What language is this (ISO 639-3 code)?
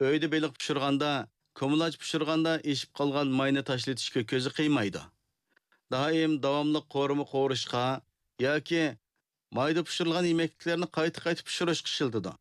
uig